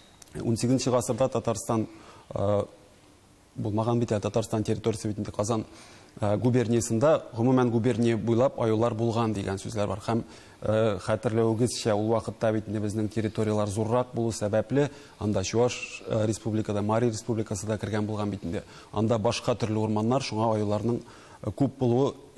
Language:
Tatar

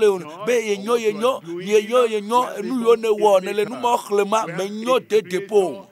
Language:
Ewe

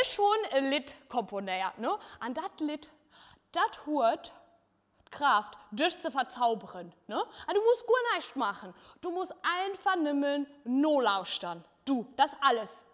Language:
Luxembourgish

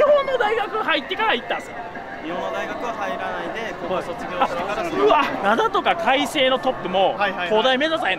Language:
Japanese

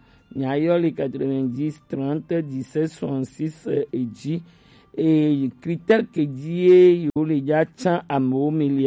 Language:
Gen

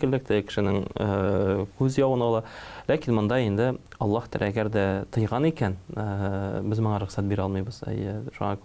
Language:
Tatar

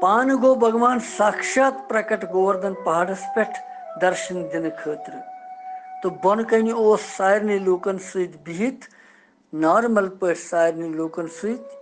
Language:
Kashmiri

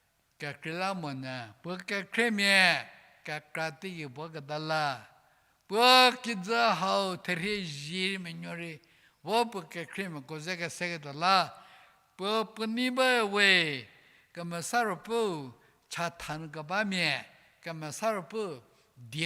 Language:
Angami Naga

